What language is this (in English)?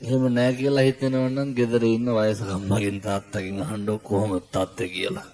Sinhala